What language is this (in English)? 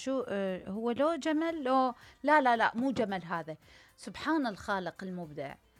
Mesopotamian Arabic